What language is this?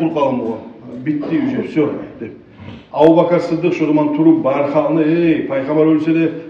Kumyk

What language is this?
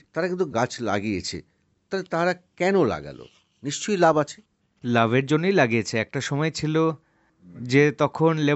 Bangla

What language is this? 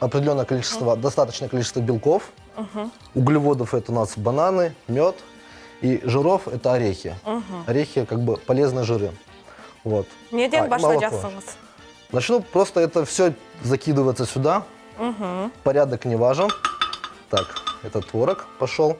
Crimean Tatar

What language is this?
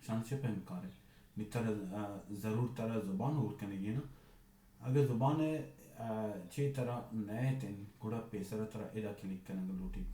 Baluchi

